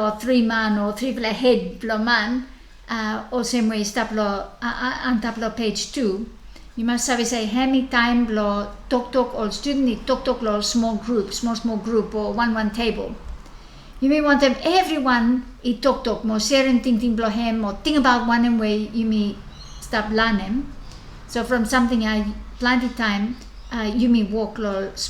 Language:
Bislama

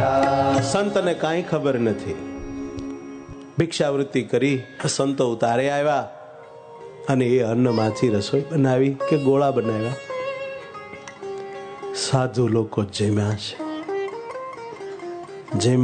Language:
Gujarati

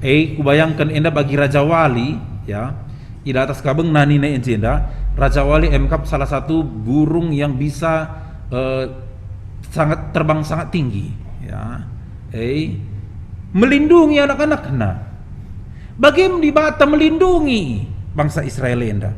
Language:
Batak Karo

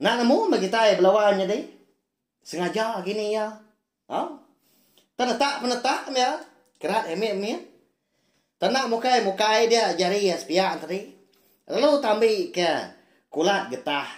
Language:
Iban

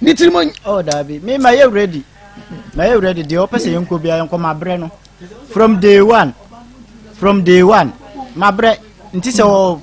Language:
Akan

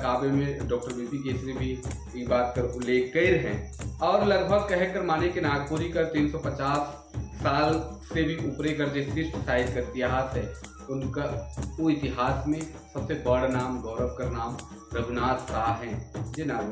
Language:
Sadri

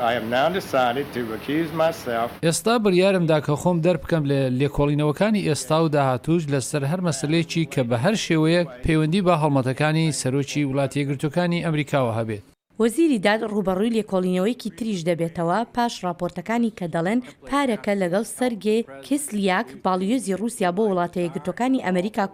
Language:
Central Kurdish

